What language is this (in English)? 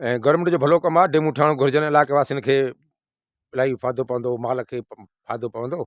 Sindhi